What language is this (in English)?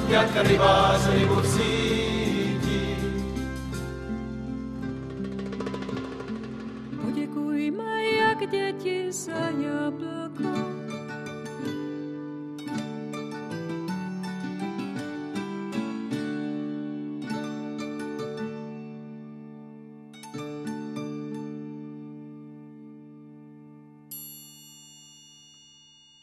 Czech